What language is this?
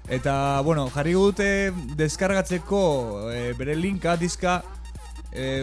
Basque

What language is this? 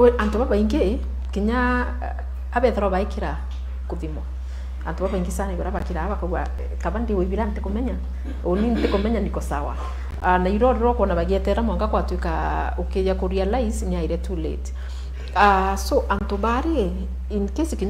Meru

